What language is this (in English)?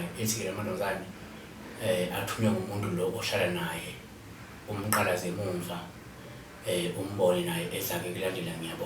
Zulu